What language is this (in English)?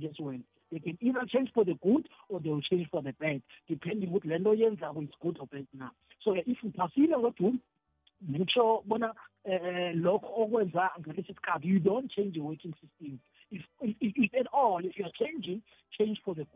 South Ndebele